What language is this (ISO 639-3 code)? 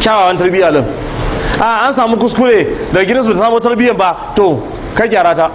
hau